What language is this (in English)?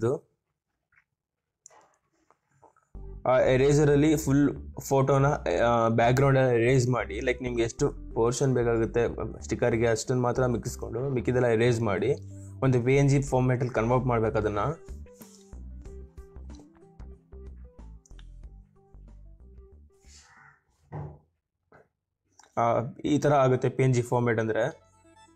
Kannada